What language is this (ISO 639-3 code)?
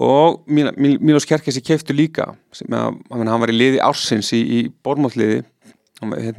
isl